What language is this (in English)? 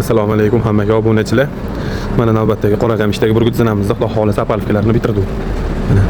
Uzbek